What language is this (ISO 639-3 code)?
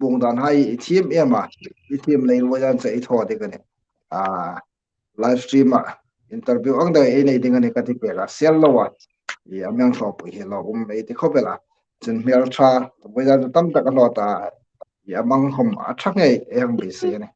hmr